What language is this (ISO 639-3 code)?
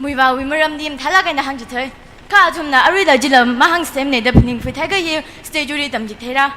nmf